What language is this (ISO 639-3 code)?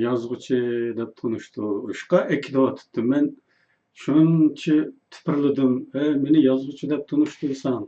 uig